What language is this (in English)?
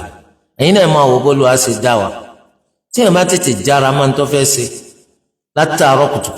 Yoruba